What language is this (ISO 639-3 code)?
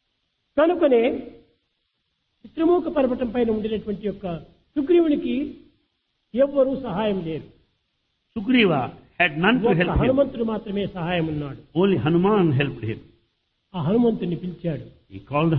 tel